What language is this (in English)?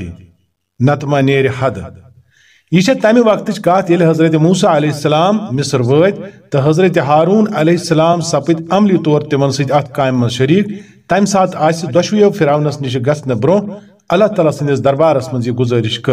Kashmiri